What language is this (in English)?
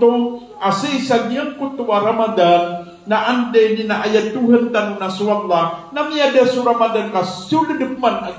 Maranao